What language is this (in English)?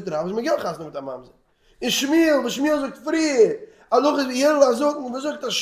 Yiddish